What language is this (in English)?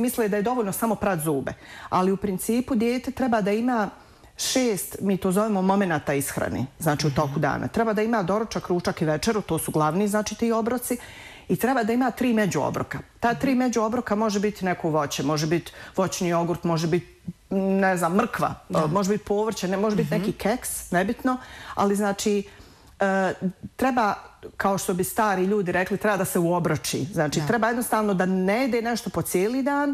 Bosnian